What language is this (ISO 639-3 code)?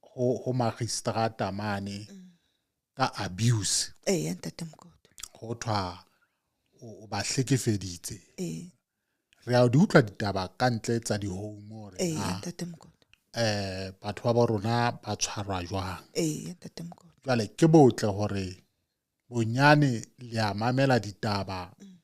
sot